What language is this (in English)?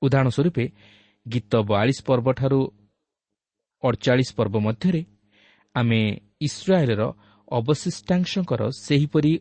Odia